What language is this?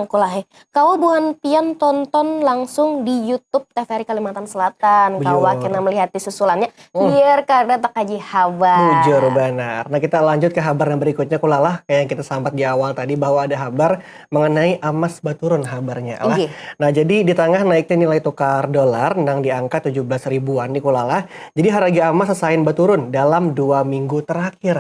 Banjar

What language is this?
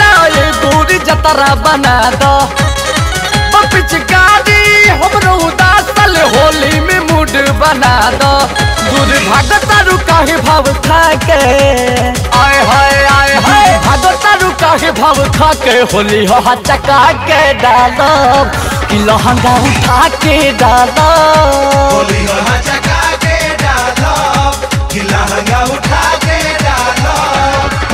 Bhojpuri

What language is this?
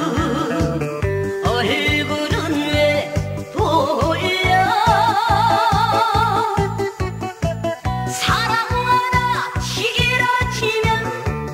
Korean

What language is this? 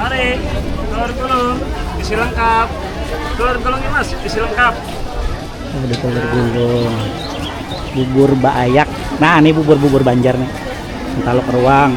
Banjar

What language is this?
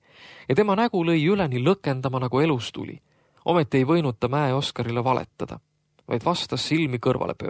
Estonian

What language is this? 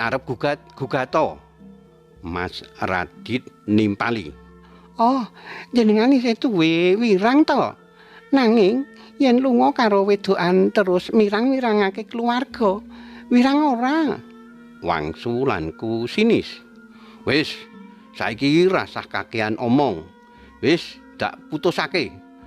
Javanese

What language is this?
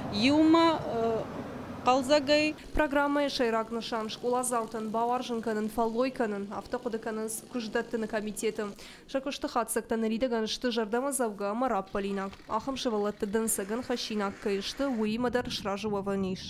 Ossetic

